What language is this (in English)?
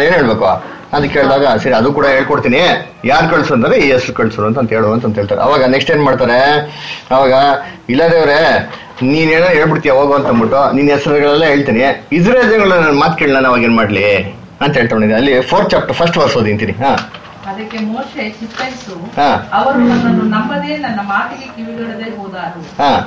Kannada